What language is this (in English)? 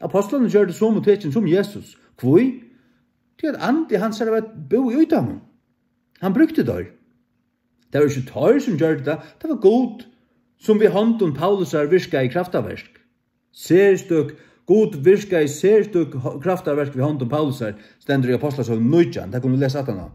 Faroese